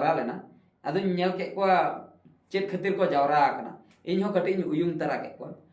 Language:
Santali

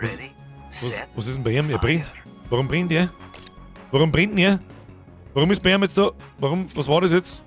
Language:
Bavarian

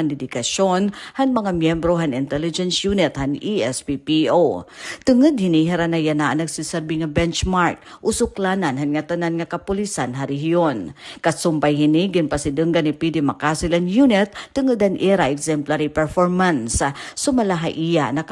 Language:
Waray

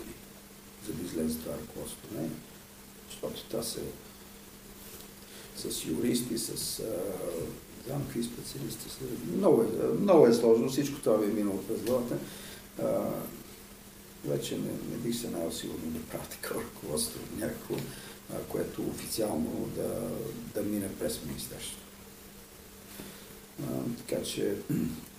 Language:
Bulgarian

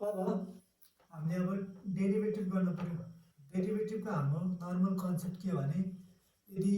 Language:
Nepali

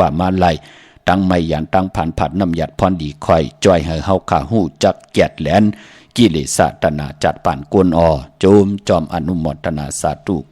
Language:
Shan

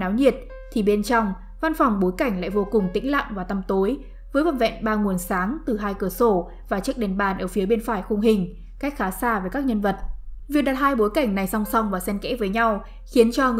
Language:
Vietnamese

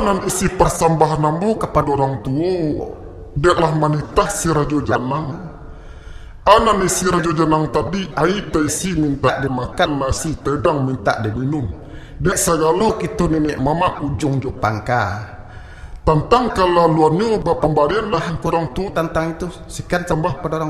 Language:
Minangkabau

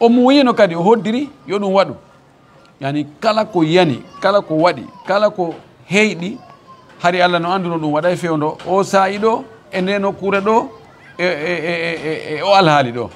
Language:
Fula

